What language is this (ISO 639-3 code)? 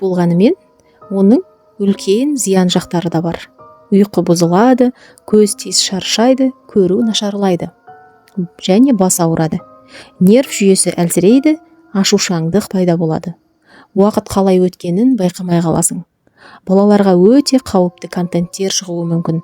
kaz